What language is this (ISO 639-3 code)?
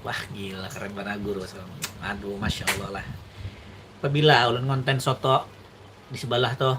bjn